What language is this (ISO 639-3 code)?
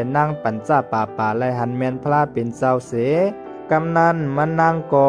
shn